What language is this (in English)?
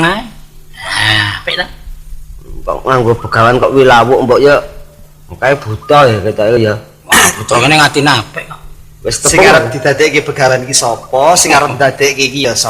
Javanese